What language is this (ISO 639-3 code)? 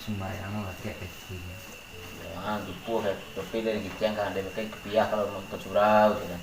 min